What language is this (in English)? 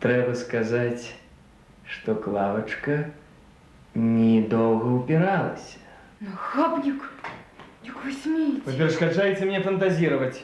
Belarusian